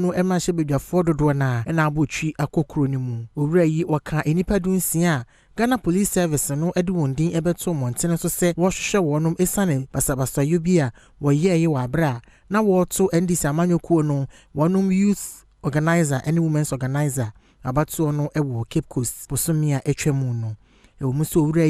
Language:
Akan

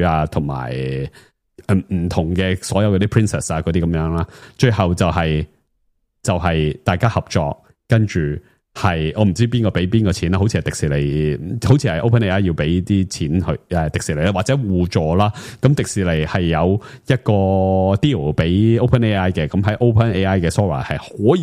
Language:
Cantonese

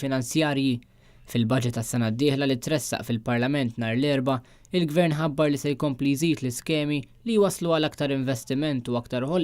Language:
Maltese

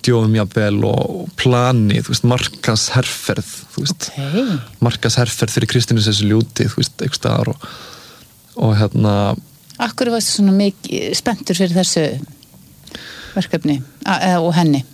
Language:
Icelandic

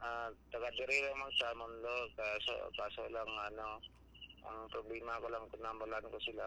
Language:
Hiligaynon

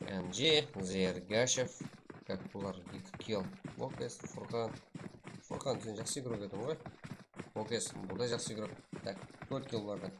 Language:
Kara-Kalpak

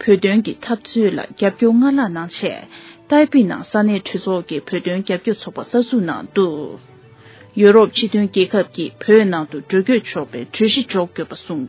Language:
Tibetan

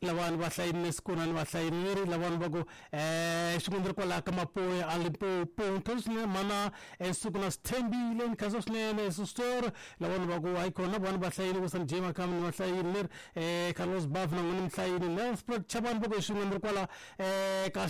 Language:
Tsonga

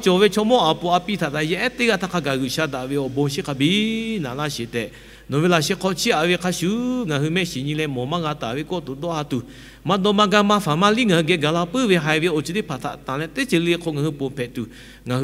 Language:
Lahu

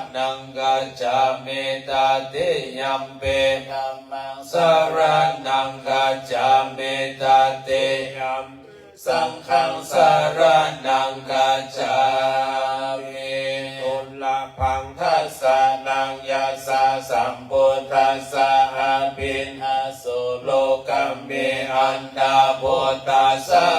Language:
Pali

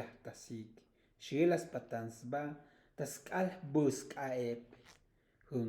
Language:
Tzotzil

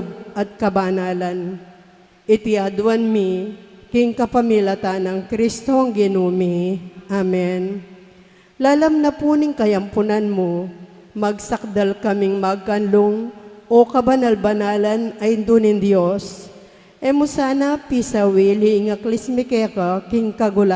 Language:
Pampanga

